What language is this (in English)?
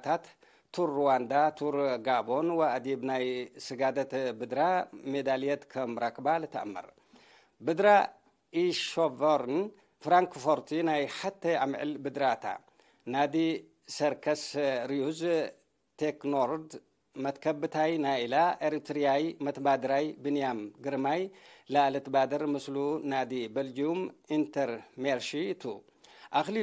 Tigre